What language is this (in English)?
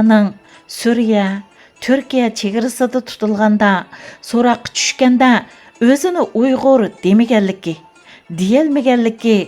Uyghur